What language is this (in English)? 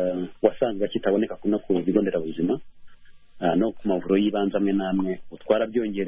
Kinyarwanda